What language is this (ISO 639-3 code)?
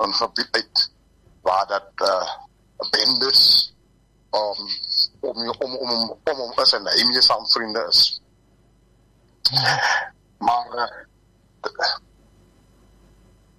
afr